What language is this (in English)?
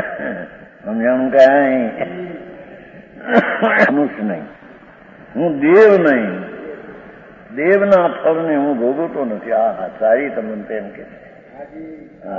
Gujarati